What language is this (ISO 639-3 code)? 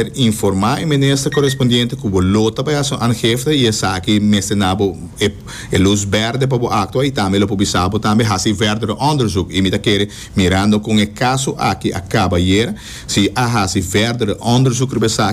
pap